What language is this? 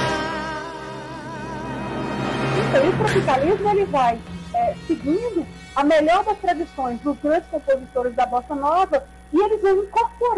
Portuguese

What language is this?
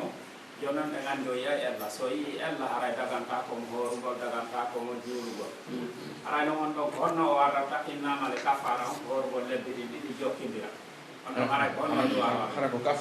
Pular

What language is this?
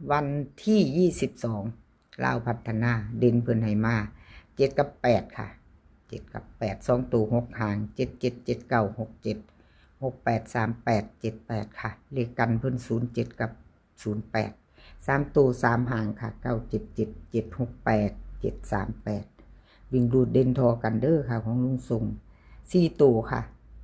Lao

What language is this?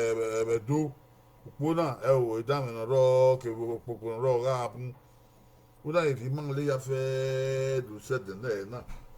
Bini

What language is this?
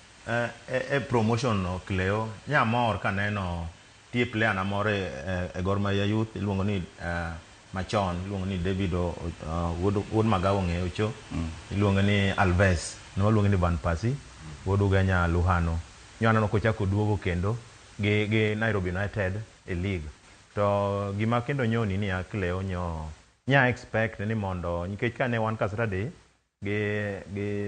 Luo (Kenya and Tanzania)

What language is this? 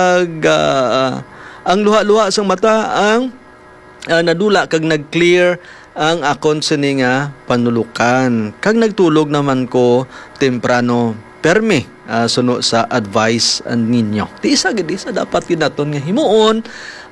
Hiligaynon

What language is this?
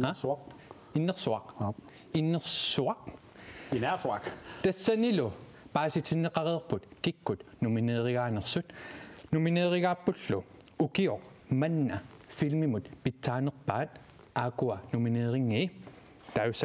Kalaallisut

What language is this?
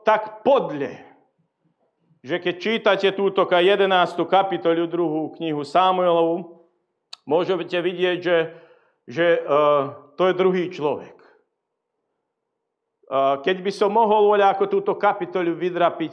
Slovak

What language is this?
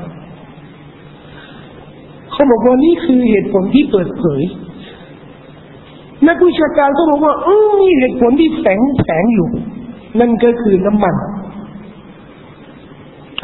Thai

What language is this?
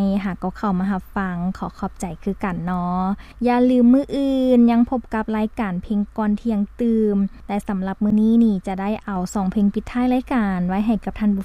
Lao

